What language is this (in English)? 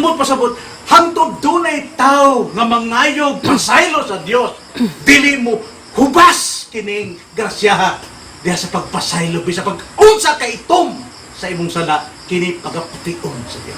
Cebuano